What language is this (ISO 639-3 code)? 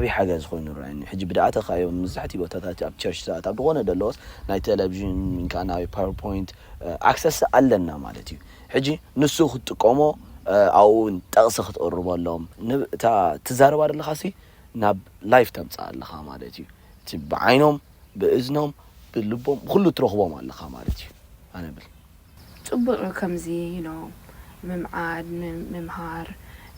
tir